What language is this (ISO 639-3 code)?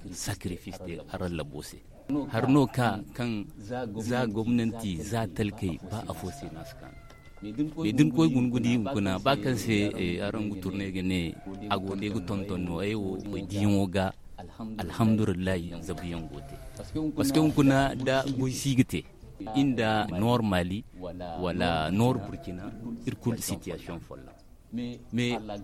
dje